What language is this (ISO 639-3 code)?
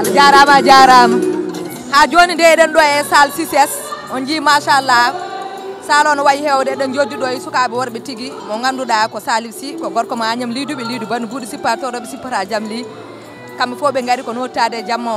ful